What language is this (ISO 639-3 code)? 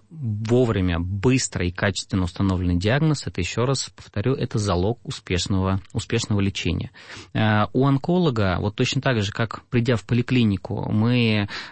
rus